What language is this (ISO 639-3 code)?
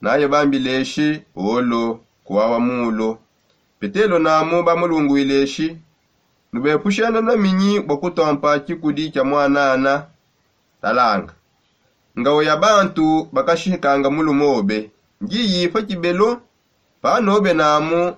sop